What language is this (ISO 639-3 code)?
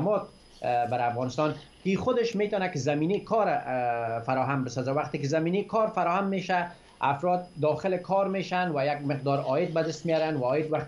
fas